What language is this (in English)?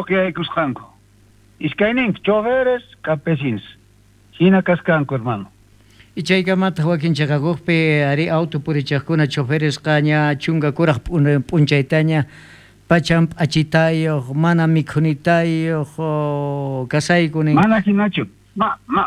South Bolivian Quechua